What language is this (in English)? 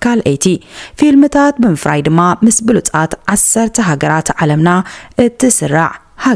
Tigrinya